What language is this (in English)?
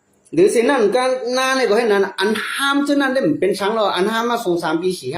Shan